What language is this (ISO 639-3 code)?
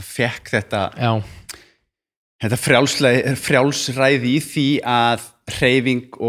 isl